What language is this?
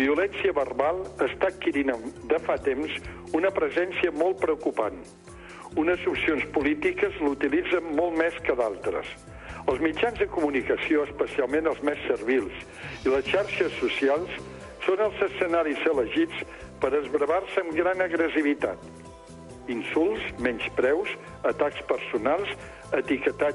Catalan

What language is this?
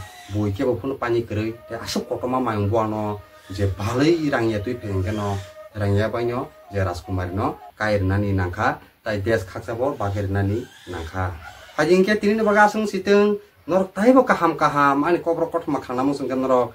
Kok Borok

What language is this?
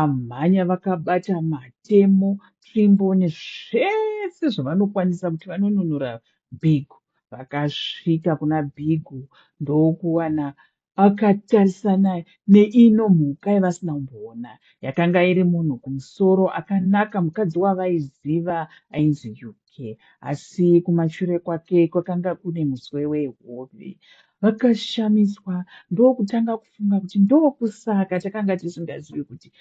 Shona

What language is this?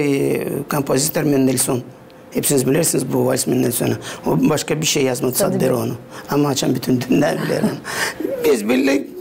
Gagauz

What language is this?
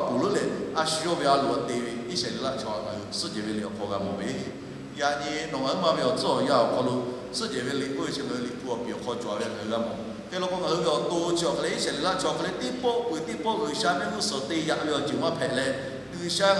Lahu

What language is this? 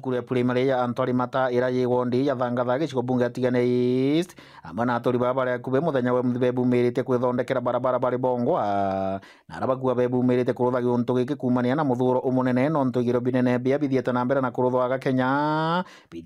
Meru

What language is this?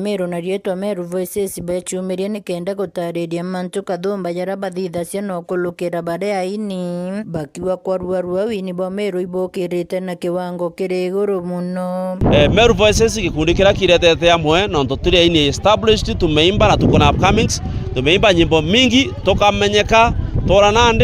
Meru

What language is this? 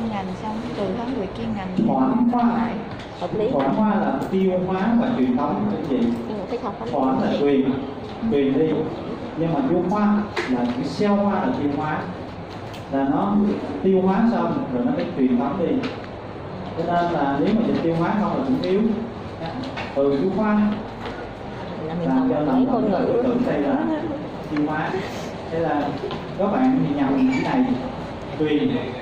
Vietnamese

